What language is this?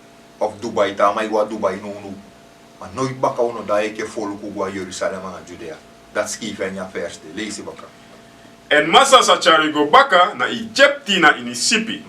Sranan Tongo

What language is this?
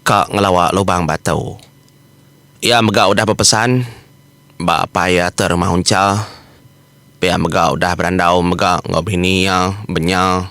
Iban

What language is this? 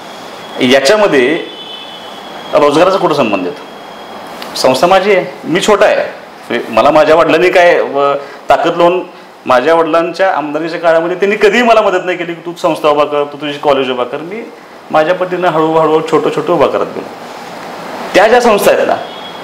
Marathi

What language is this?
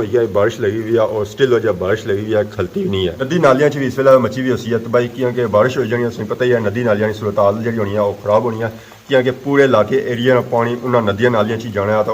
Pahari-Potwari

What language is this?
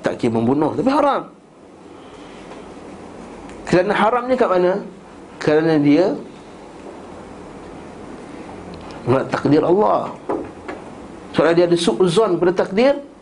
Malay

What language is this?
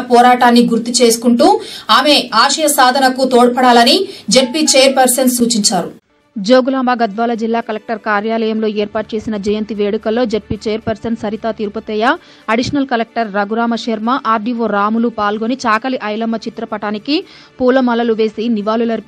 Telugu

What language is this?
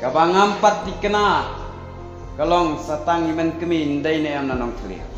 Khasi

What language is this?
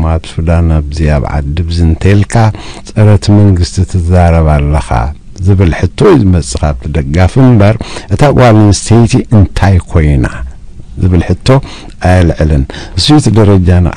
Tigrinya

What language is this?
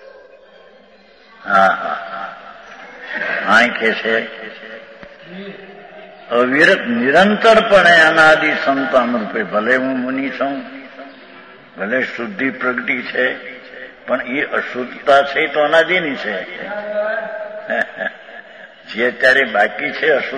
Gujarati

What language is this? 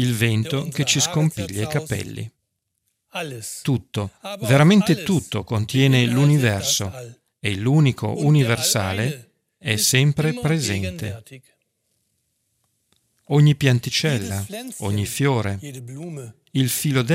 Italian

